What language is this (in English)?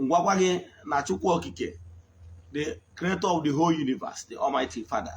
Igbo